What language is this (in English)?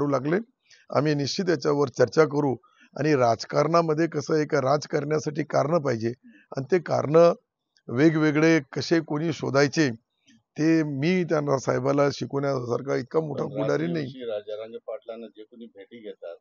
Marathi